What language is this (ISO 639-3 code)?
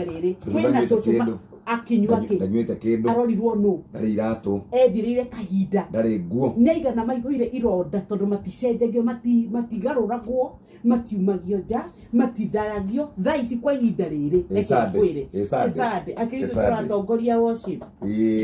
kik